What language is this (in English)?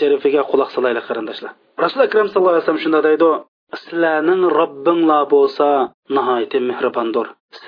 Uyghur